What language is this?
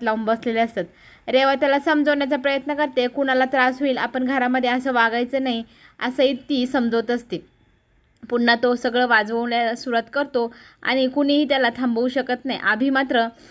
Marathi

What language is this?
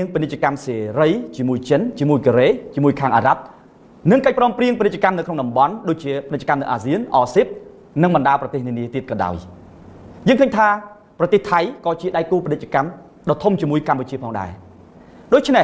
Khmer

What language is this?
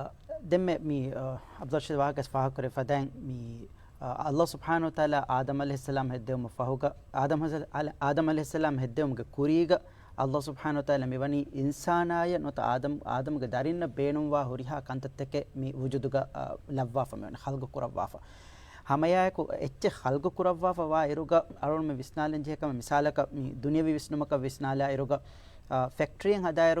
Divehi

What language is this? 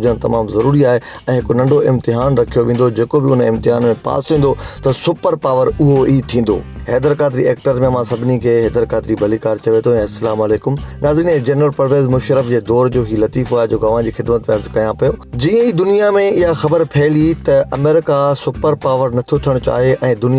Sindhi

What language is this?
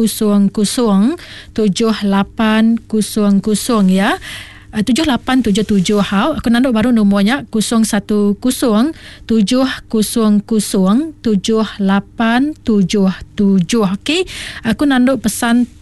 Iban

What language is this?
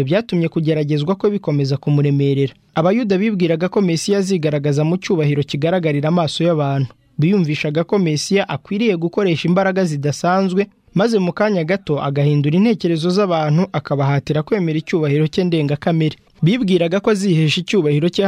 Kinyarwanda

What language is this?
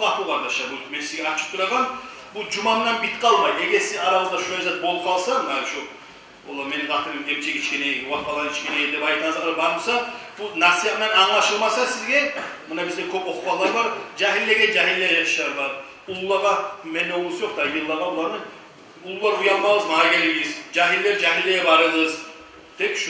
Kumyk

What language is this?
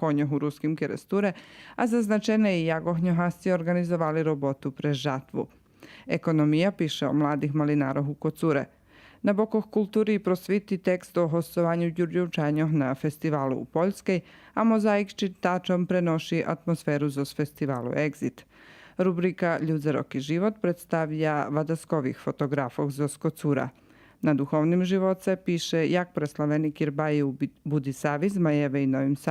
Rusyn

